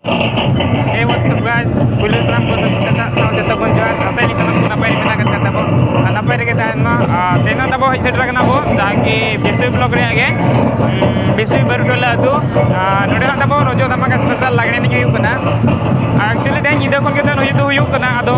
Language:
Santali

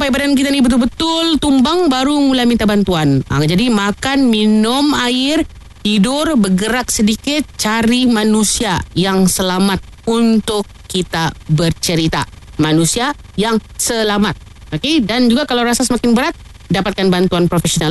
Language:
Malay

